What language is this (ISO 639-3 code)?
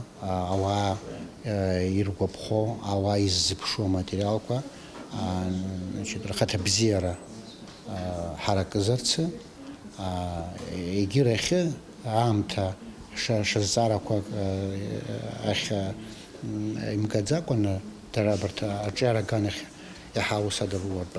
abk